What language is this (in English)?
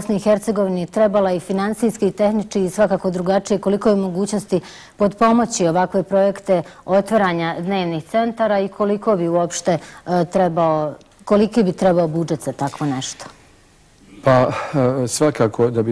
Bosnian